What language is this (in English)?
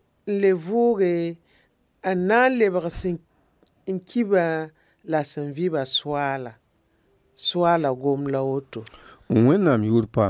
Mossi